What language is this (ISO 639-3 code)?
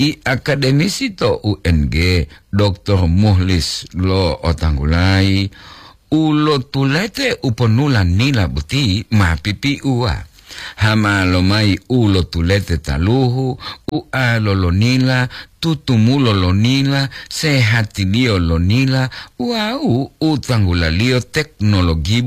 gor